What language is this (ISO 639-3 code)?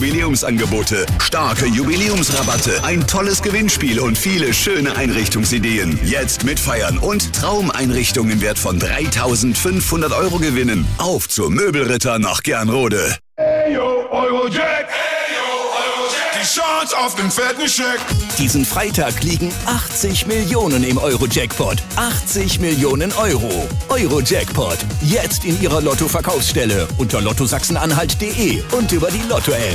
deu